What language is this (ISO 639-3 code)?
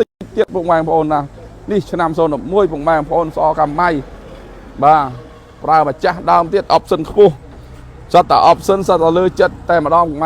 khm